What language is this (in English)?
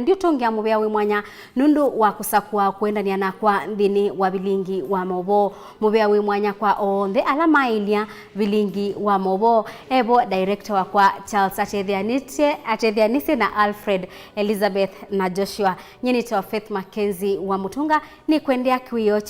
Kamba